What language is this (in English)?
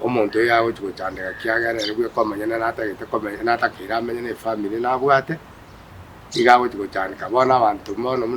Gusii